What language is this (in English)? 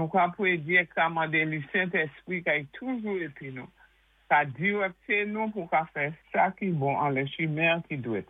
Saint Lucian Creole French